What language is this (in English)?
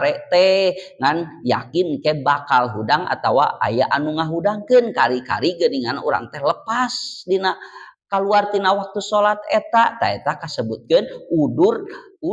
Sundanese